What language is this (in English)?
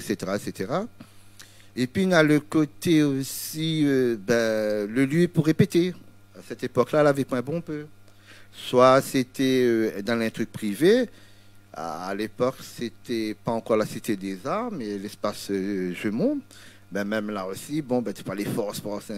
Réunion Creole French